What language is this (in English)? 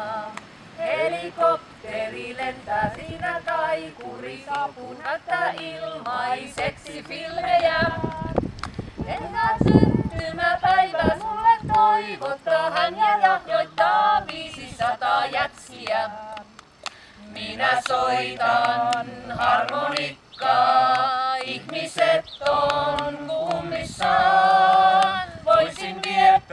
Finnish